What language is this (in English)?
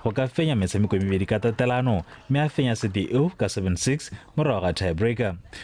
Tswana